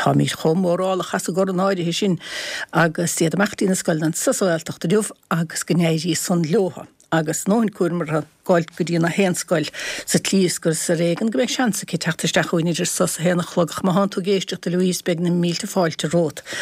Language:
Irish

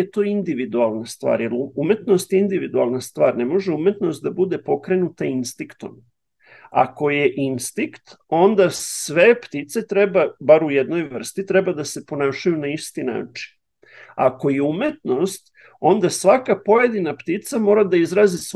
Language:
Serbian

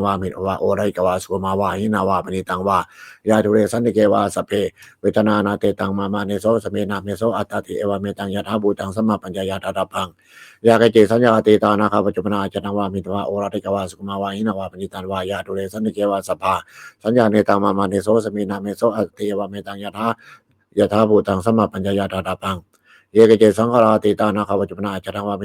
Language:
Pali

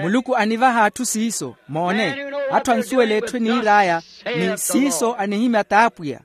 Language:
Makhuwa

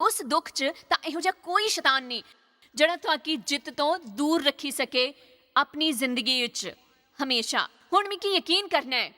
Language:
Dogri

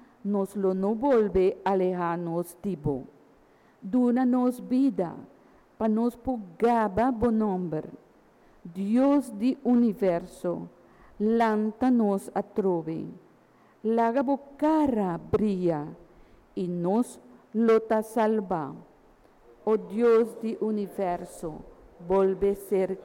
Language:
Papiamento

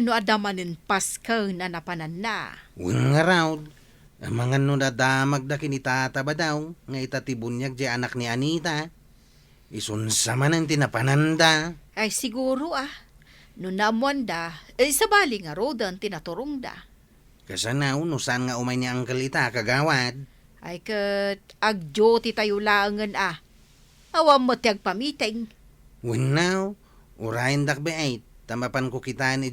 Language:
Iloko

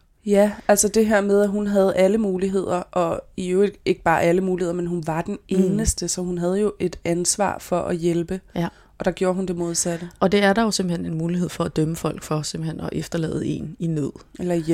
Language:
Danish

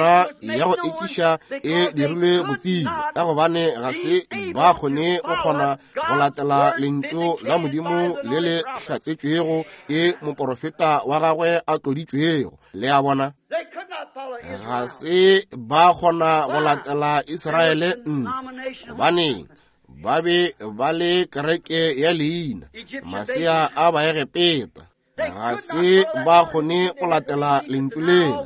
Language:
Northern Sotho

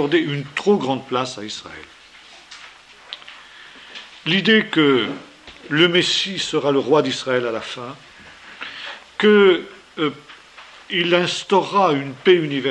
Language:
French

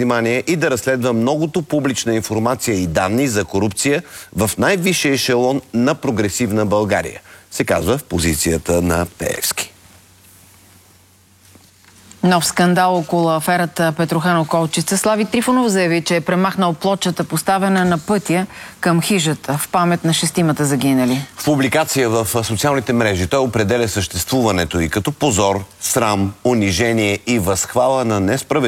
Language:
Bulgarian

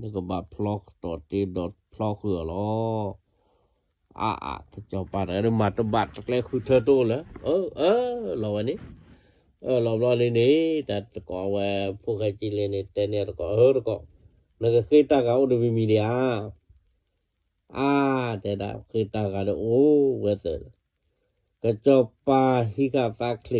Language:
S'gaw Karen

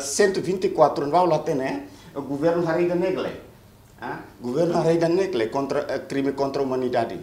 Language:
Tetum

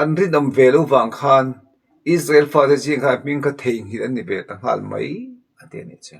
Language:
Mizo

